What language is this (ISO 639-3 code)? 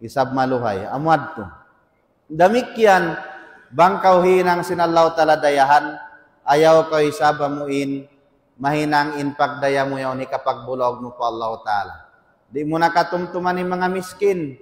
tsg